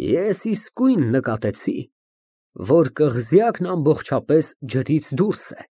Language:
Armenian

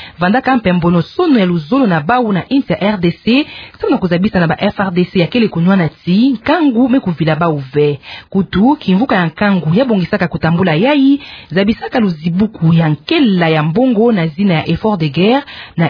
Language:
Kituba (Democratic Republic of Congo)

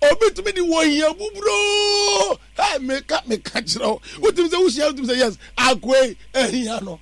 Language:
Akan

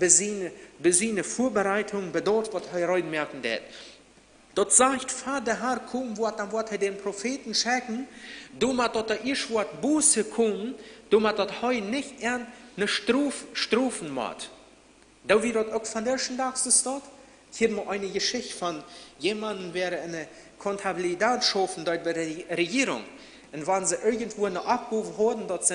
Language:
Plautdietsch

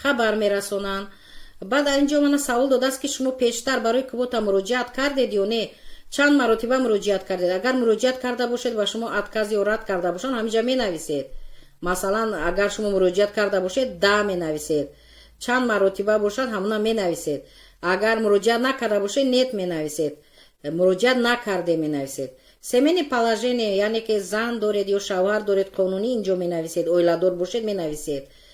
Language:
Tajik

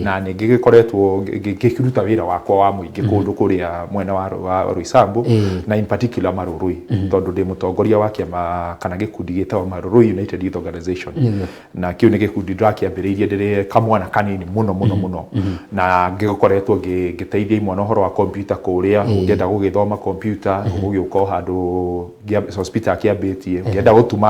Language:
Kikuyu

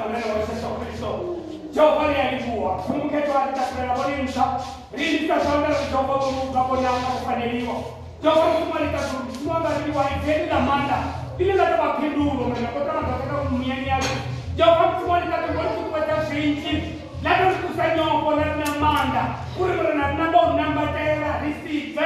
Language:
Venda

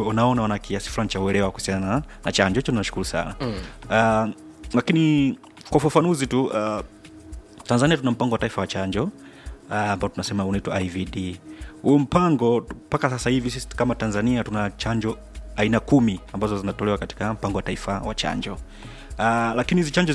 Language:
Swahili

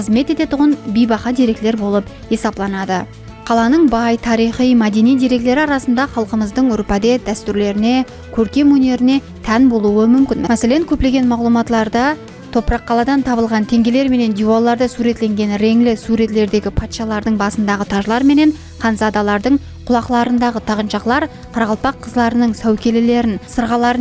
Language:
Kara-Kalpak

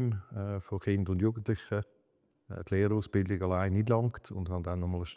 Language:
Swiss German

